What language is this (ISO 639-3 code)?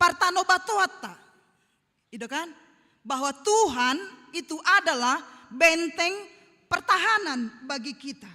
bbc